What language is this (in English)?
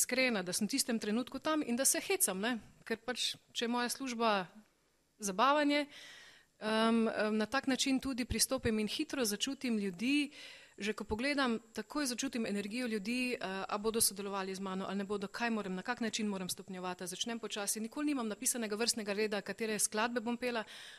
Slovenian